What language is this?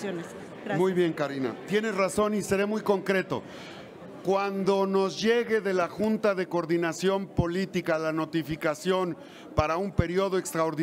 Spanish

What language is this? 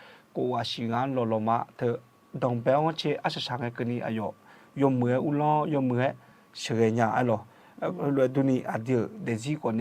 Akha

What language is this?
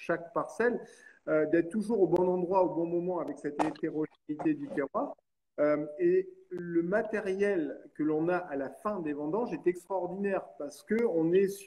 French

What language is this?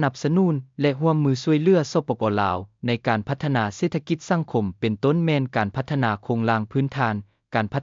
Lao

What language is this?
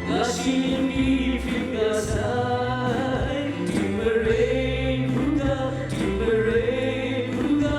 Kachin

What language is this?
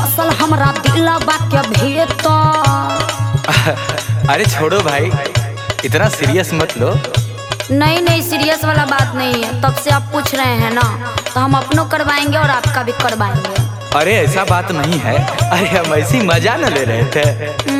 Bhojpuri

